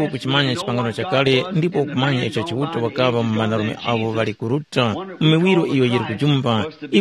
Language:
Tumbuka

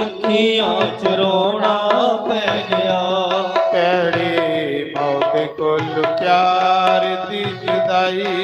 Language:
Dogri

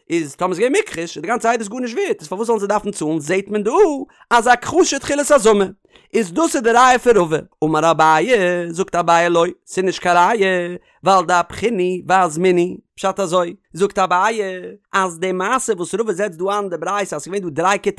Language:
Yiddish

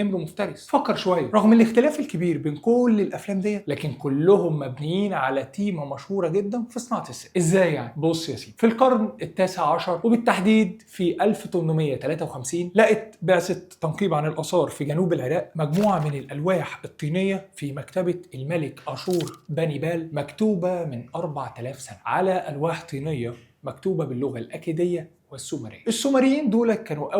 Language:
Egyptian Arabic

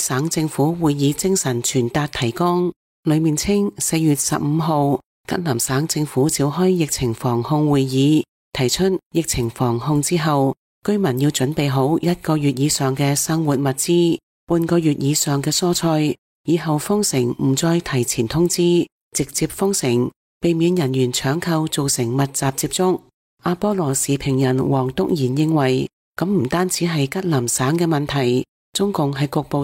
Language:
Cantonese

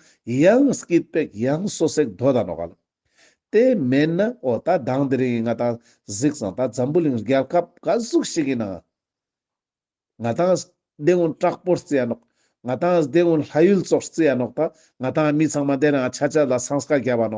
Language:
Ladakhi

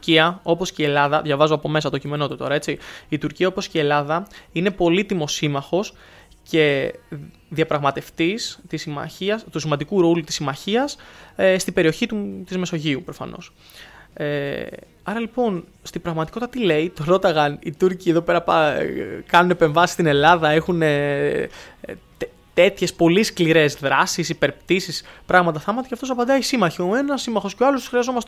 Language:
Greek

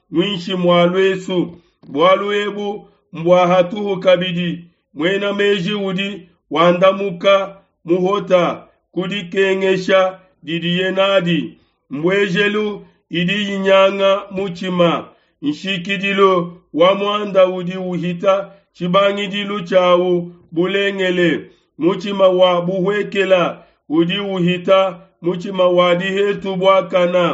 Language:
Luba-Lulua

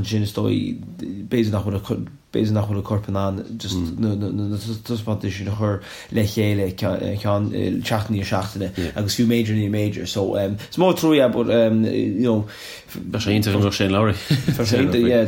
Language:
Irish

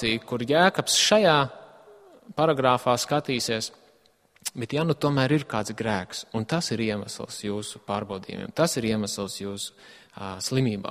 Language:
Latvian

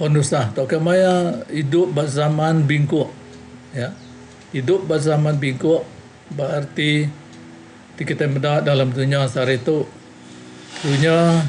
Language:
Iban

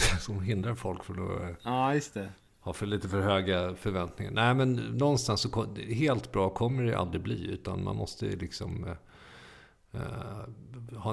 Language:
Swedish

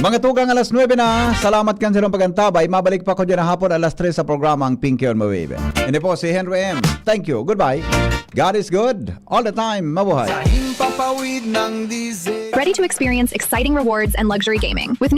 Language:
Bikol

